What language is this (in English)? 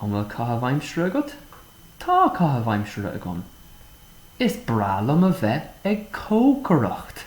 Irish